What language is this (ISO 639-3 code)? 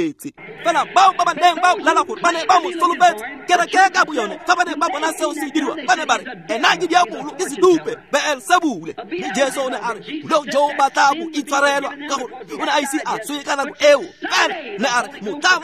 tsn